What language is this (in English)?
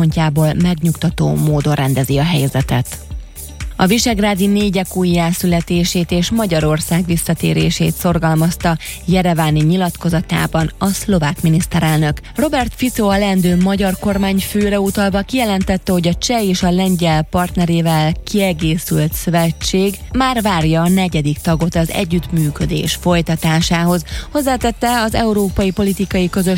Hungarian